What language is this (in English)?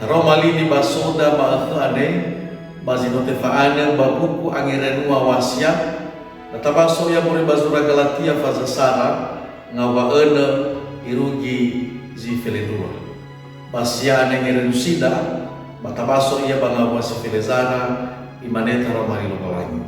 Nias